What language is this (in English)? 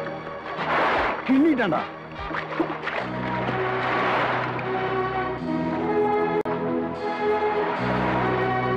Tamil